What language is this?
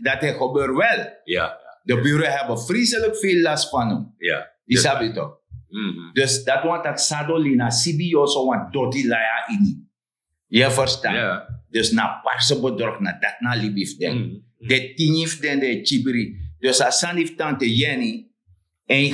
Sranan Tongo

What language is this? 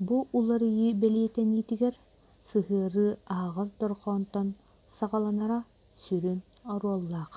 Yakut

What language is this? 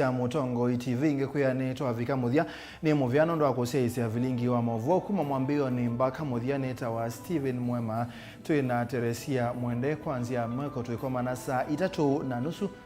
Kamba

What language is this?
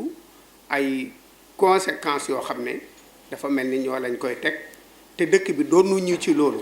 Wolof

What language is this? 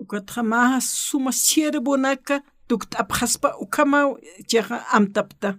Aymara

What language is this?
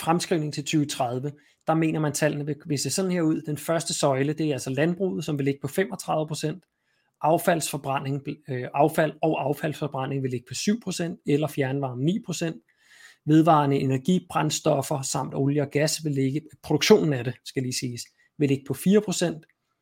Danish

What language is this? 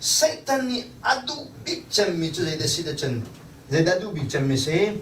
Hakha Chin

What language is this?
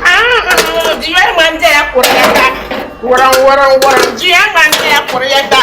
Dagbani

